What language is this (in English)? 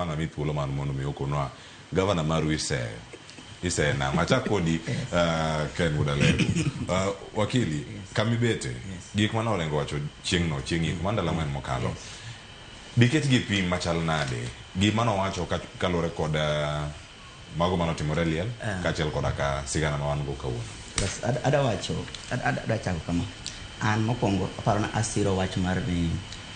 Luo (Kenya and Tanzania)